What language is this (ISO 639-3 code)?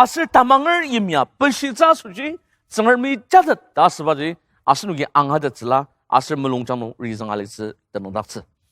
njo